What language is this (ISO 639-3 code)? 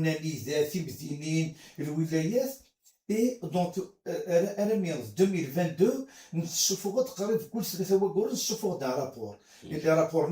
kab